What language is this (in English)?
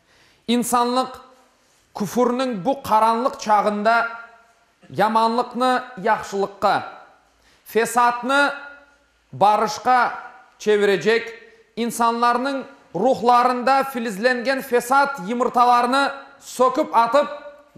Crimean Tatar